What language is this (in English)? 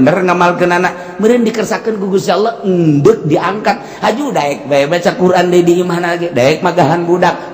Sundanese